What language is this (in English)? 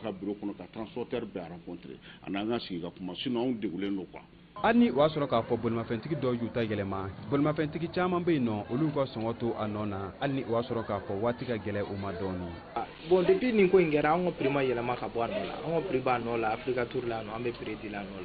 Bambara